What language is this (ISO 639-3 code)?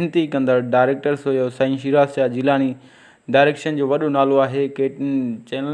snd